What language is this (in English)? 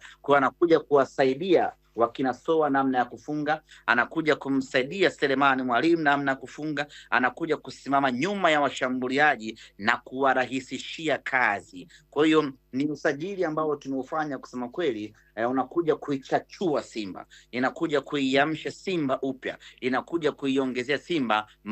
Swahili